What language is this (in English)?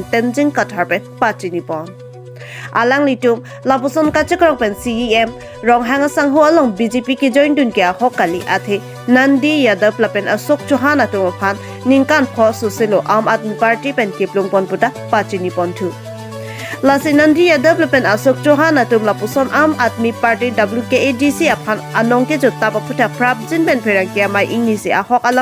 Karbi